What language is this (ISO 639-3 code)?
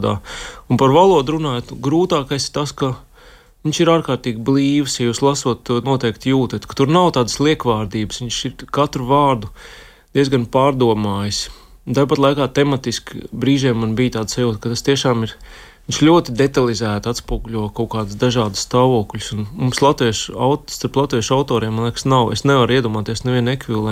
lav